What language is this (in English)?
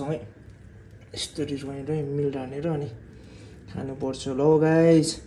Nepali